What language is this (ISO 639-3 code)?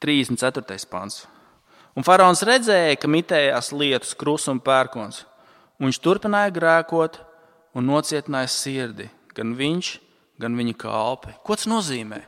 lav